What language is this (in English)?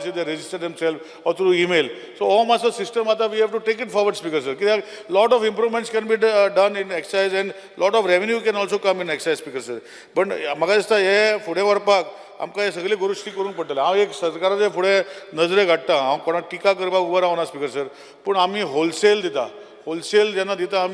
Konkani